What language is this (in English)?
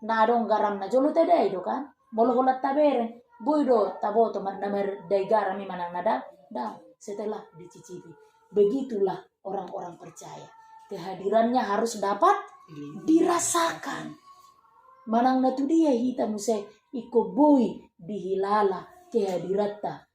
Batak Toba